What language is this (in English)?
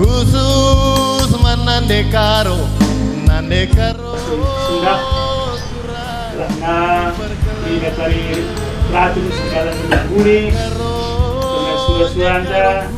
Batak Karo